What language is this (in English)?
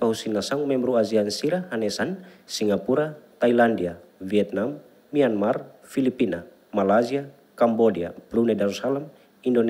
Tetum